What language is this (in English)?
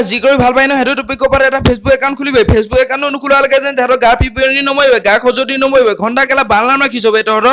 Assamese